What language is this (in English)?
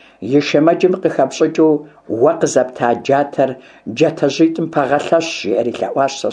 Kabardian